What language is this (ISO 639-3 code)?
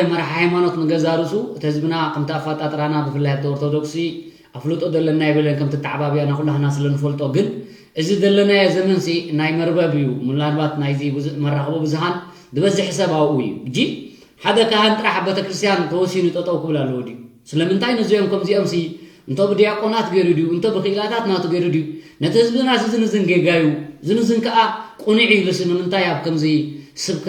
tir